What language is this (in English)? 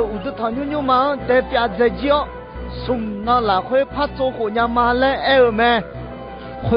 Akha